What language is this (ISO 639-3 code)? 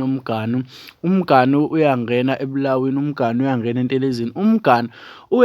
zul